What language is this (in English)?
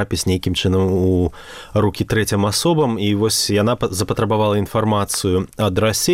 Belarusian